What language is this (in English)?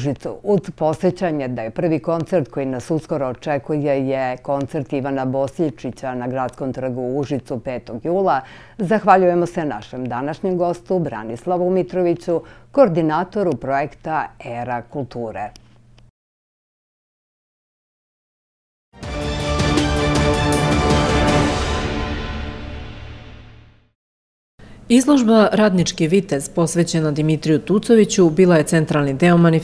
Serbian